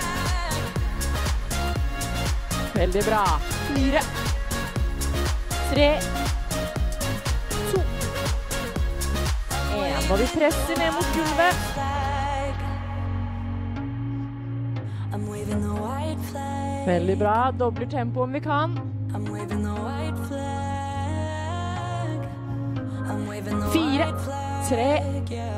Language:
Norwegian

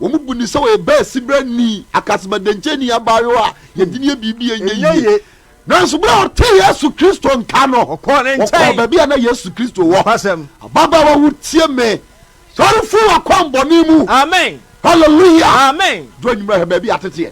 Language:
Akan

